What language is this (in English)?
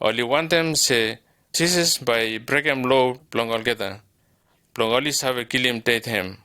Bislama